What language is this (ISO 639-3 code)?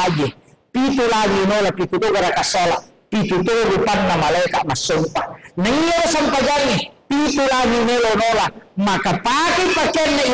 bug